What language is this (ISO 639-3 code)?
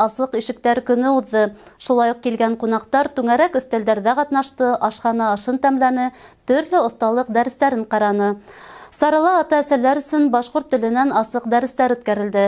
bak